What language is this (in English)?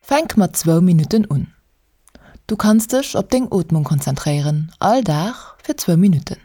Luxembourgish